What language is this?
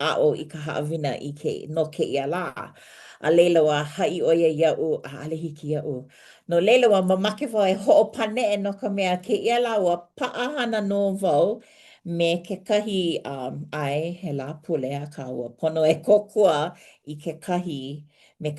Hawaiian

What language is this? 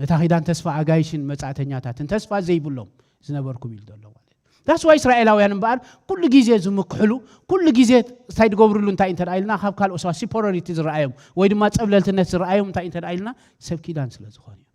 Tigrinya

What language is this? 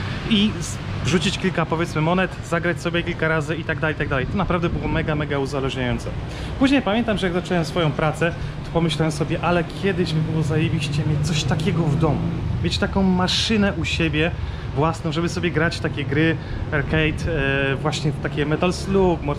Polish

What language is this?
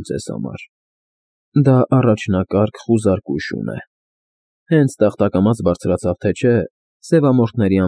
Armenian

